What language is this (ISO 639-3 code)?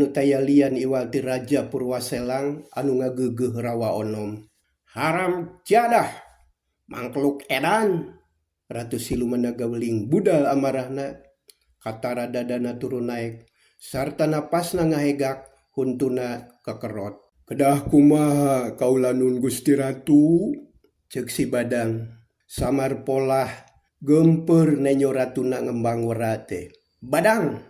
sun